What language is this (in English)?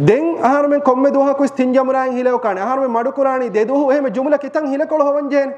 Divehi